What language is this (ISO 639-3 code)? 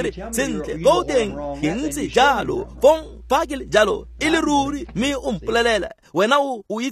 tsn